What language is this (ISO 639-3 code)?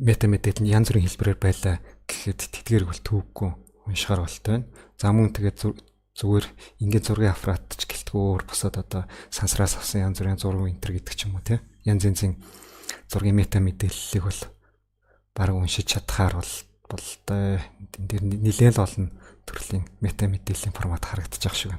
mon